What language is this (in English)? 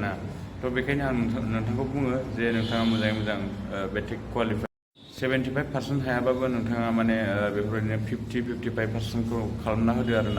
Bodo